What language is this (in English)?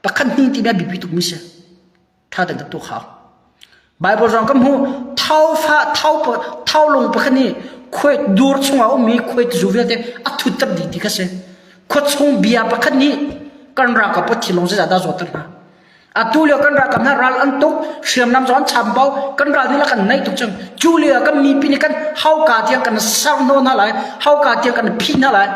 Hakha Chin